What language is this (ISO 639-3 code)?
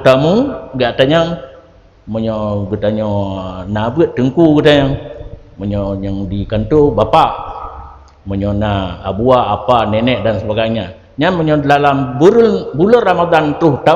ace